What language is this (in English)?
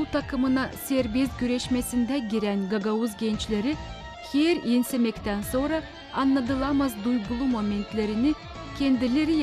Gagauz